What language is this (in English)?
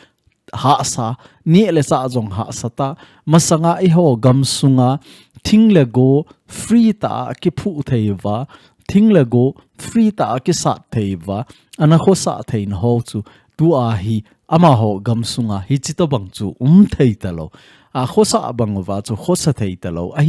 Thado Chin